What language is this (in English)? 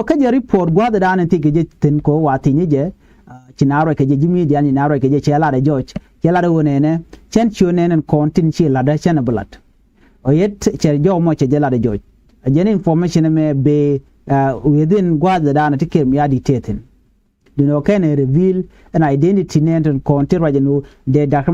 Nuer